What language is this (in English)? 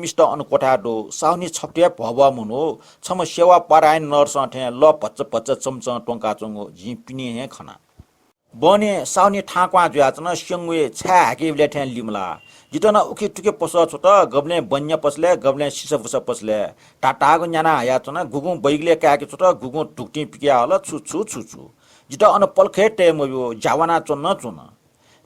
Newari